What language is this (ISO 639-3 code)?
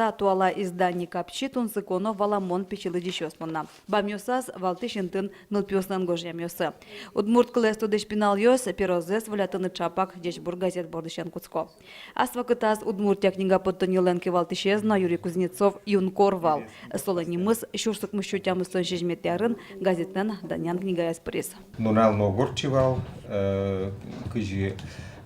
udm